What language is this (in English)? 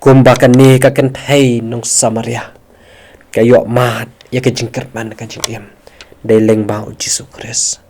Khasi